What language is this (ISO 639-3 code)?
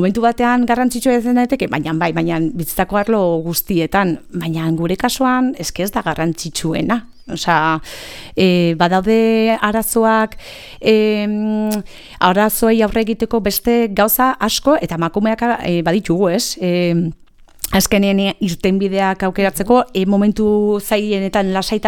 eus